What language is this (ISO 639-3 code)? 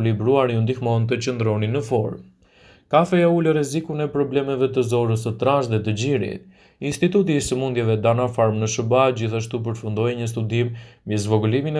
sqi